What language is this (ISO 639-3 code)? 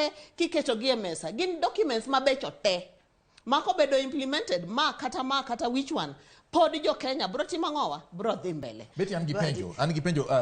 luo